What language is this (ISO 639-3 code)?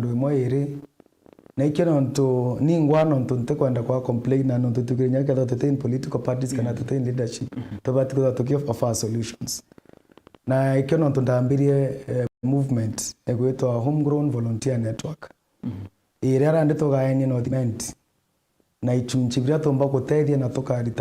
mer